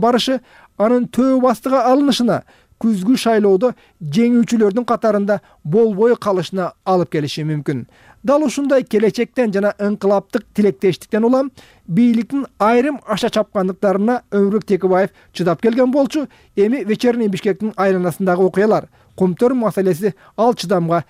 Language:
Kyrgyz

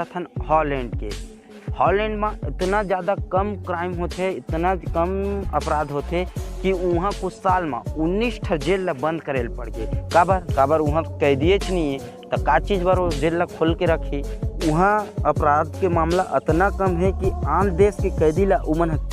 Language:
Chhattisgarhi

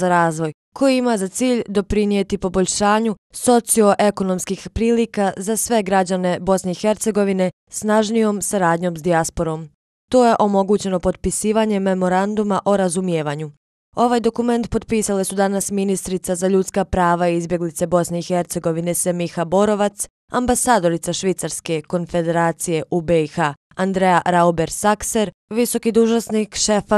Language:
Bosnian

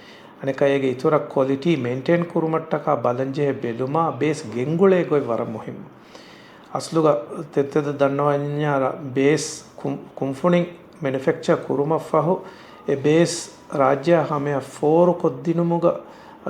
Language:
Divehi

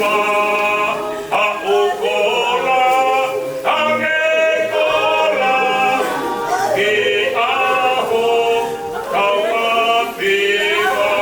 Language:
Tongan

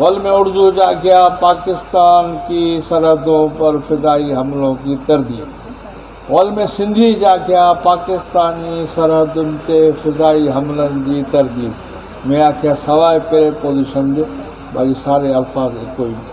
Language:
Saraiki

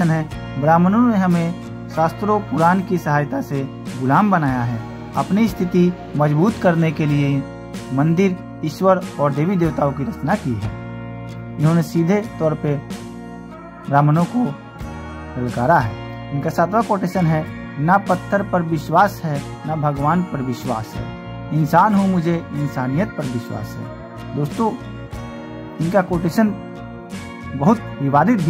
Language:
Hindi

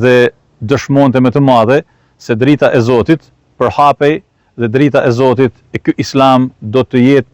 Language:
Albanian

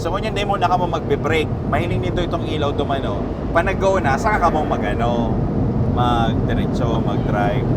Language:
Bikol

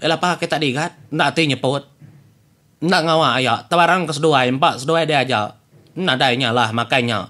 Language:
Iban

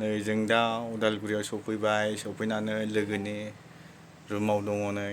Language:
Bodo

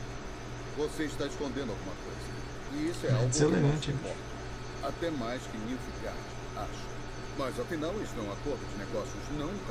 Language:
Portuguese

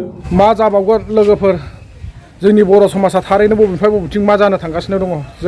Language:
Bodo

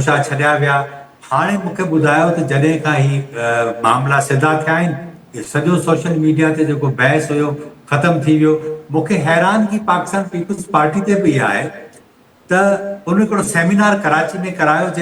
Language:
Sindhi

